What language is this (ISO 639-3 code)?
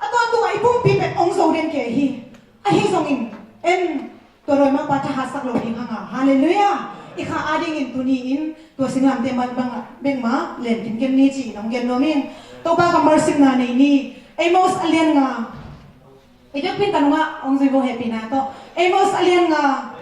ctd